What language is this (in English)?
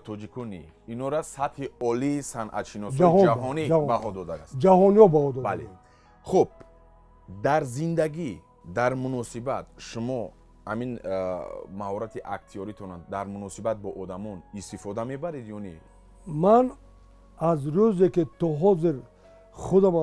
Tajik